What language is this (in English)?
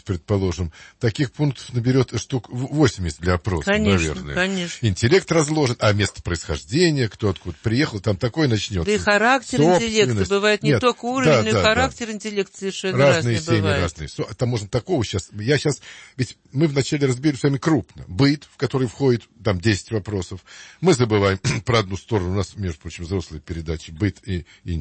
Russian